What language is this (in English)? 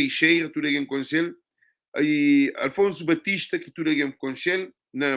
Kabuverdianu